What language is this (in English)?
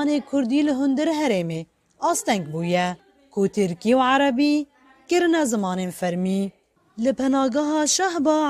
Kurdish